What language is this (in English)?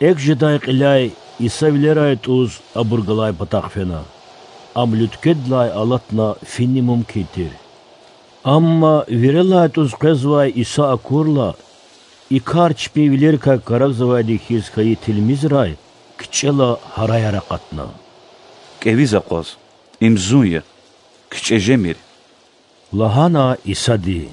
Lezghian